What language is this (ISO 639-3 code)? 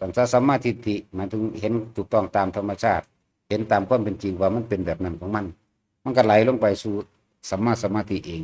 lao